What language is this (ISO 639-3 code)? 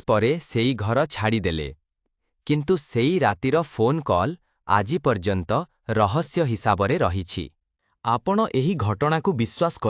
ori